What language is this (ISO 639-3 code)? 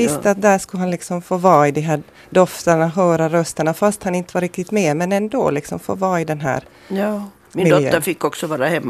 swe